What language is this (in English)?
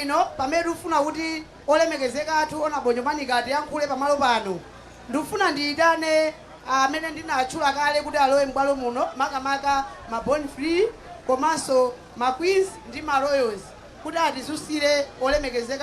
Nyanja